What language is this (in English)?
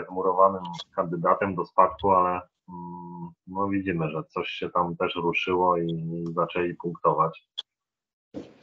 Polish